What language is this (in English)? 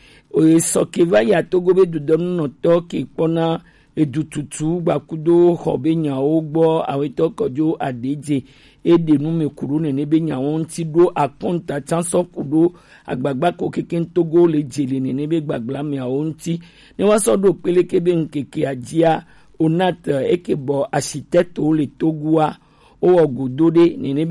Gen